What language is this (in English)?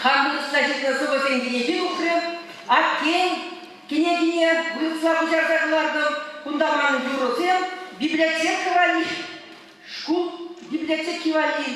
Chuvash